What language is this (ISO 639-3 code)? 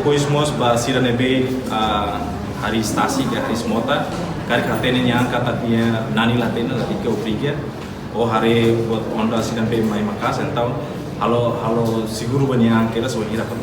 tet